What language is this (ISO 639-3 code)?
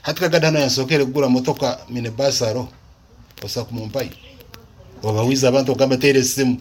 nyo